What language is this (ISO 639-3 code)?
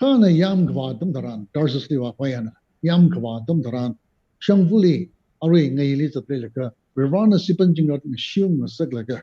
nmf